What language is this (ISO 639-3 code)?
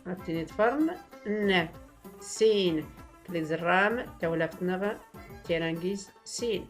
shi